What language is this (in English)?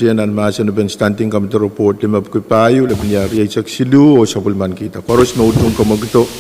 Pohnpeian